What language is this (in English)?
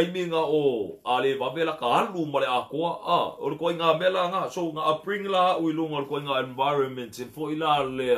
Samoan